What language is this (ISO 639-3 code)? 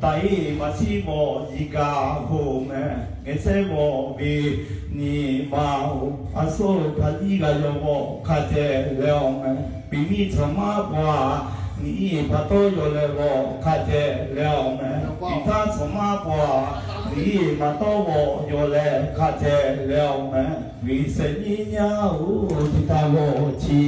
lhu